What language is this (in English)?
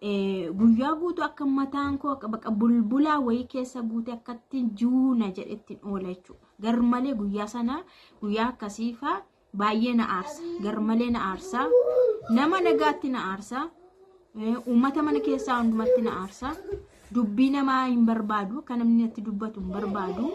Oromo